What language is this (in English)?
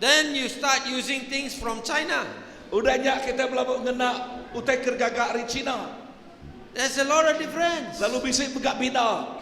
Iban